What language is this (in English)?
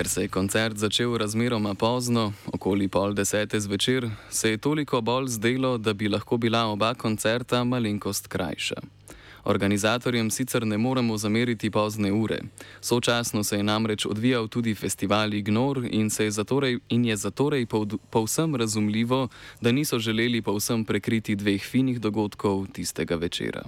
Slovenian